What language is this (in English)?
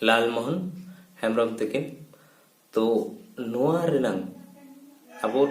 Santali